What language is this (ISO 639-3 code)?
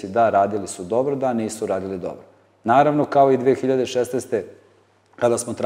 srp